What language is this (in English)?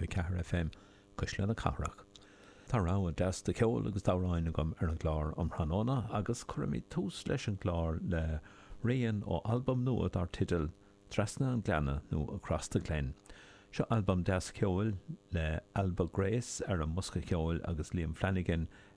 Irish